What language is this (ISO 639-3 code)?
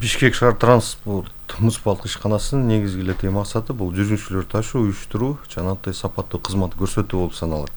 kir